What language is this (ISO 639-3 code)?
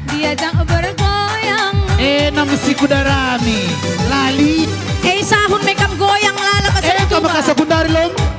btx